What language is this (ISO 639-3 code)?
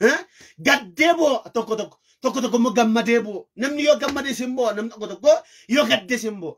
orm